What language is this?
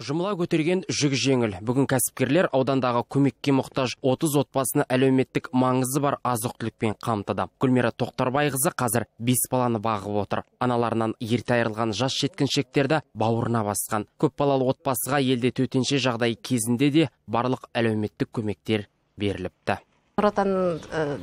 Kazakh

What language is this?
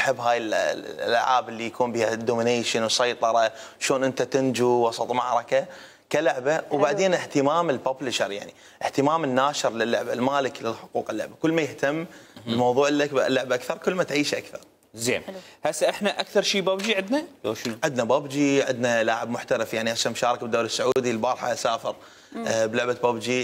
Mesopotamian Arabic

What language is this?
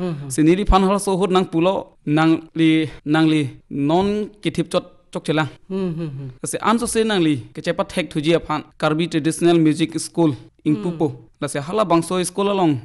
Karbi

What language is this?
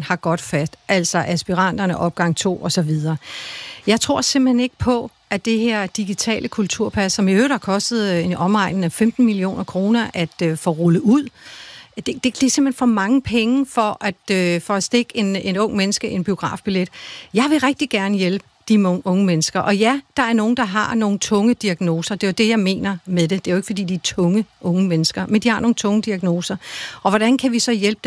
Danish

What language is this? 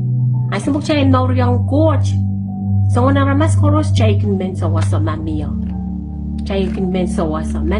Pohnpeian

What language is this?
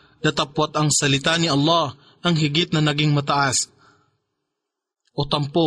Filipino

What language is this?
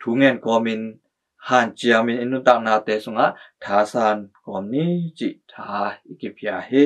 Tedim Chin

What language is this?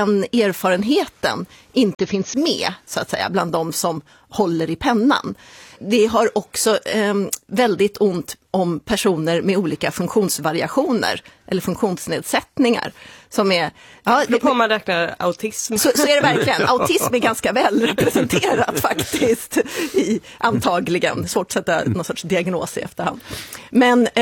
Swedish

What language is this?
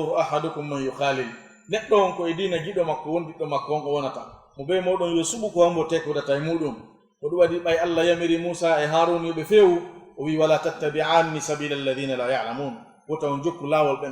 Fula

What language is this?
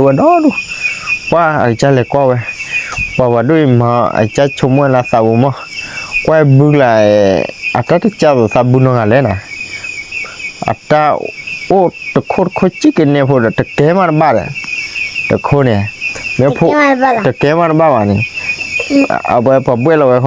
S'gaw Karen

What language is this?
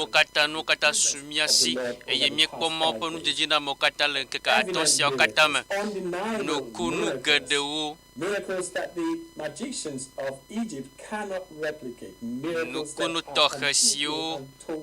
Ewe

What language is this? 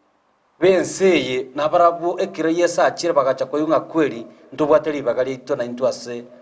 Gusii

